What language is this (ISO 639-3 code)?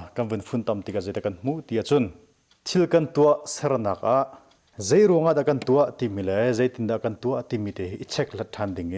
cnh